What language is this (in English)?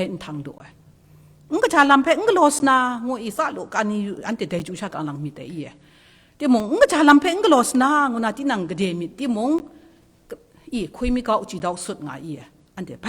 Kachin